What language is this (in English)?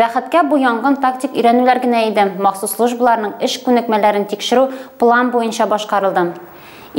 Tatar